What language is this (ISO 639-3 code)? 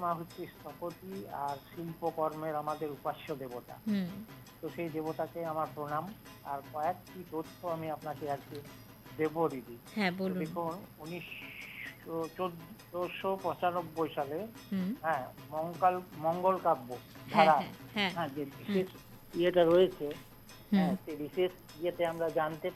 ben